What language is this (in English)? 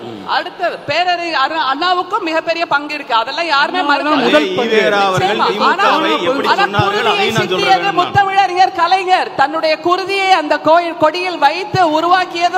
Tamil